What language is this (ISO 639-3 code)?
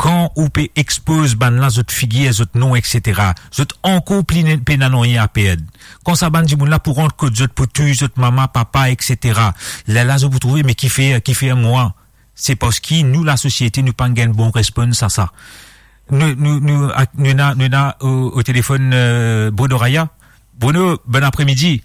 mfe